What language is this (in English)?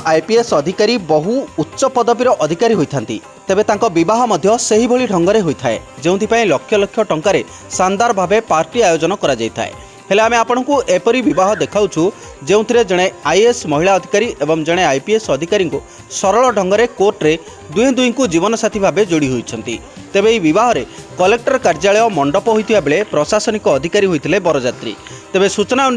Odia